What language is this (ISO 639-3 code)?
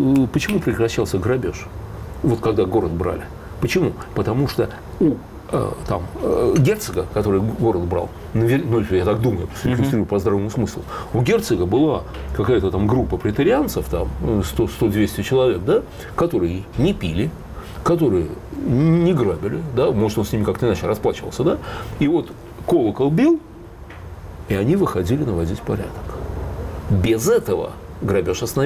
rus